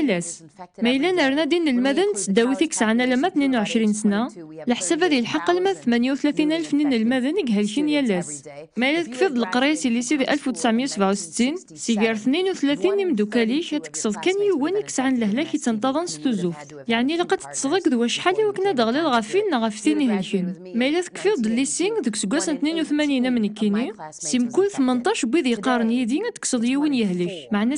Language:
Kabyle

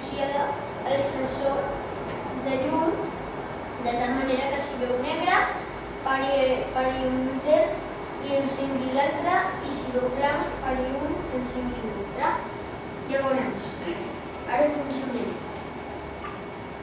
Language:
Catalan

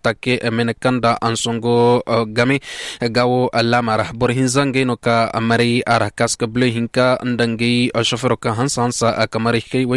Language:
Koyraboro Senni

